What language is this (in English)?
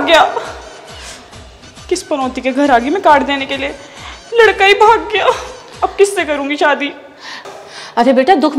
Hindi